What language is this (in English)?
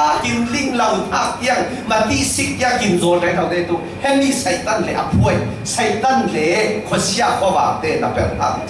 Falam Chin